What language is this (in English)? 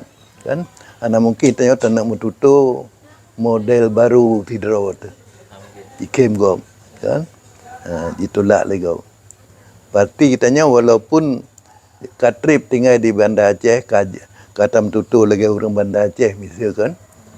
Achinese